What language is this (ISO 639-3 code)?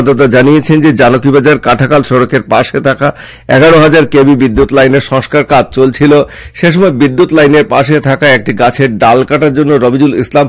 ben